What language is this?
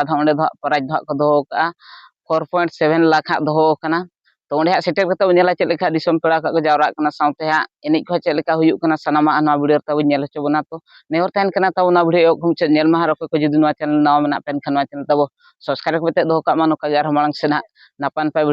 Santali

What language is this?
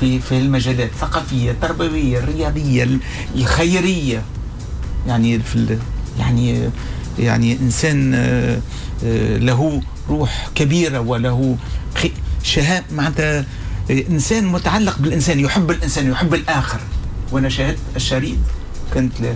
Tunisian Arabic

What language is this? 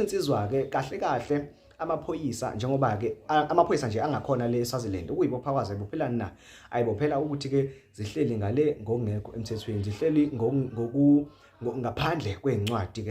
Zulu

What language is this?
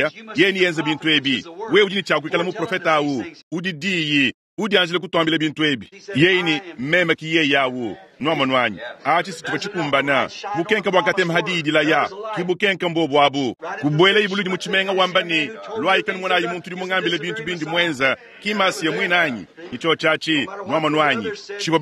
Luba-Lulua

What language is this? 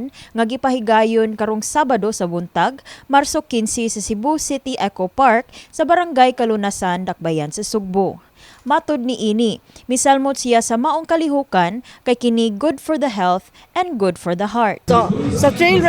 Cebuano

